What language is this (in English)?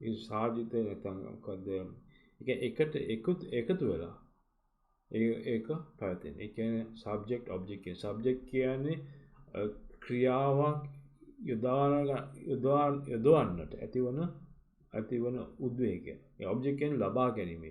Sinhala